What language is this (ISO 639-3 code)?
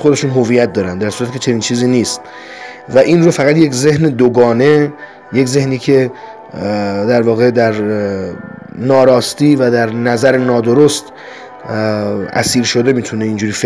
fas